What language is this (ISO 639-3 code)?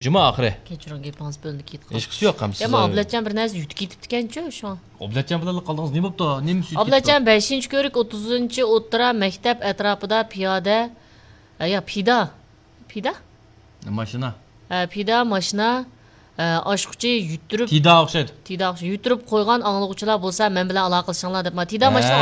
uig